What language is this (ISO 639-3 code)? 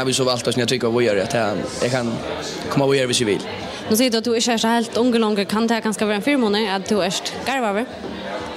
fao